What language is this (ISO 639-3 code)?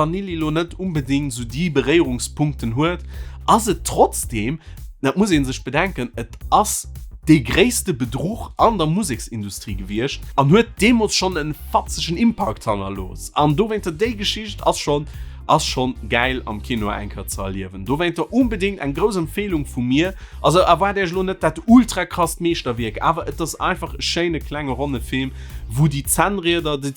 ltz